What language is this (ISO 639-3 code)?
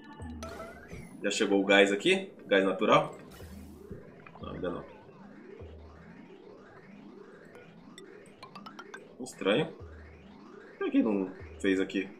por